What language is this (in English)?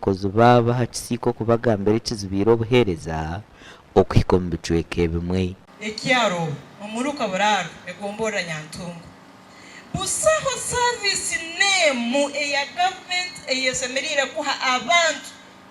Nyankole